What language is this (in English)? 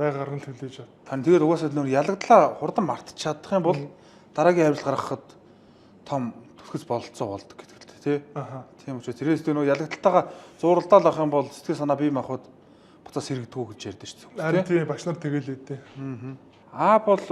Mongolian